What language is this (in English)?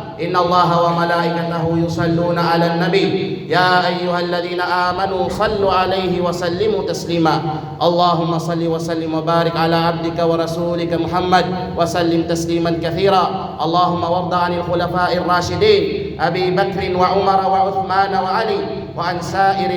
Kalagan